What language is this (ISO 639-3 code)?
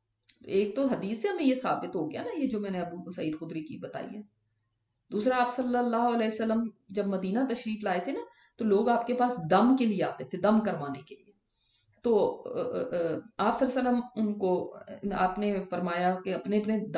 urd